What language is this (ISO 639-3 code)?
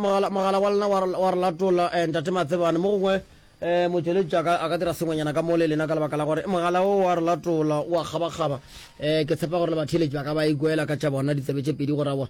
nso